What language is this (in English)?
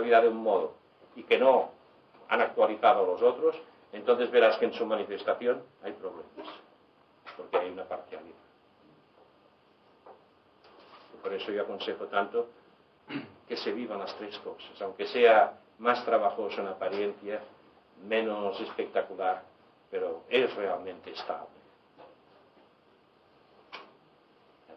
Spanish